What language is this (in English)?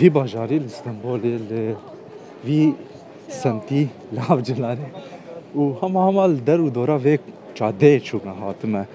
Kurdish